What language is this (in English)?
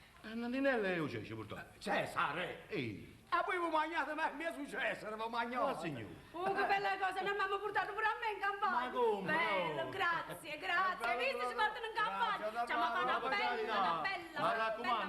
Neapolitan